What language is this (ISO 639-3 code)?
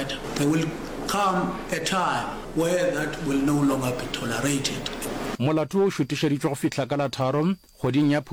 nso